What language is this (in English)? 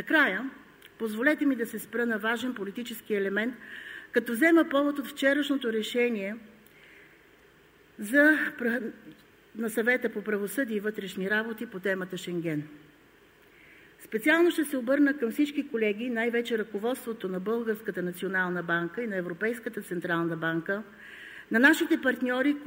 Bulgarian